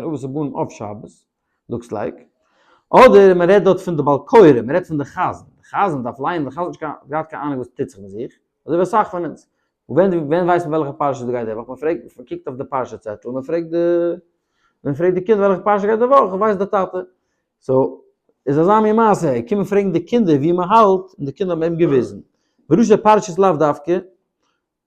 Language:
Yiddish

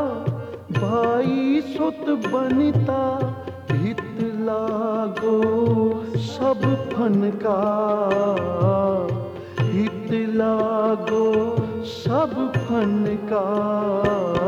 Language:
Punjabi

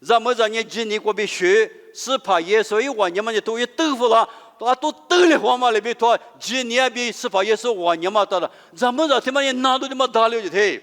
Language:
Lisu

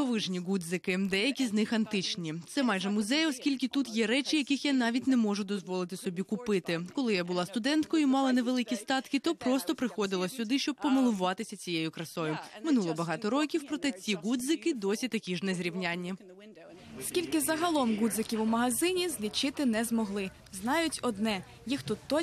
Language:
Ukrainian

